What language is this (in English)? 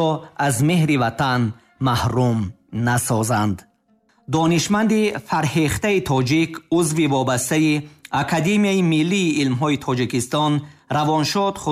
Tajik